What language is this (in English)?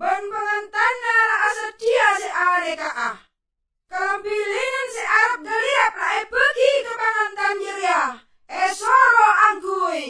Madurese